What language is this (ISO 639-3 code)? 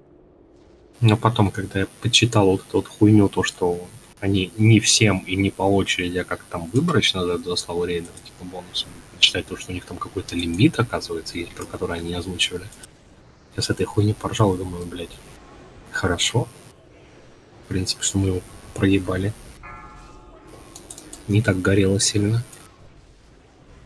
rus